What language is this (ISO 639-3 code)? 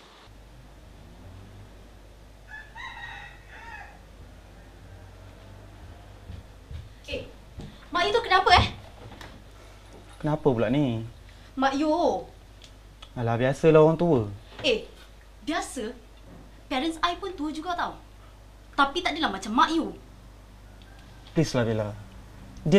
msa